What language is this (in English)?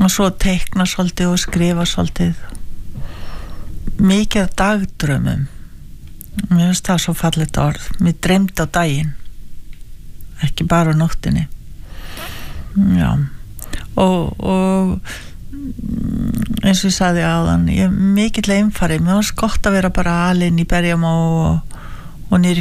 Icelandic